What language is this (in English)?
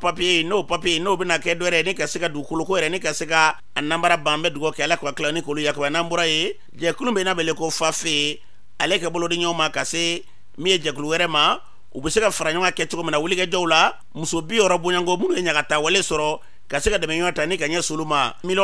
Bambara